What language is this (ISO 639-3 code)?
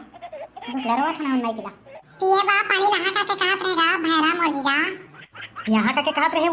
hne